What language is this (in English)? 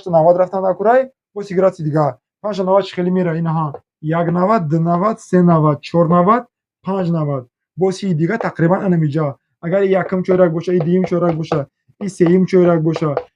Tajik